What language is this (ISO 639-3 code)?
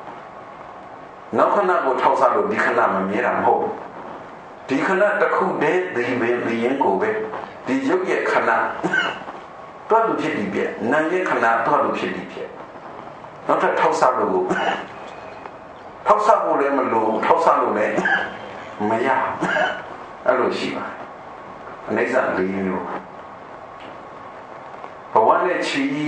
mya